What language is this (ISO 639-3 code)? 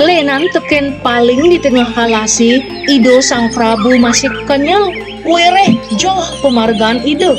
ban